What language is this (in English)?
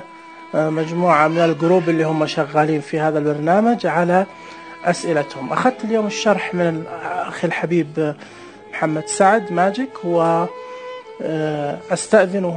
Najdi Arabic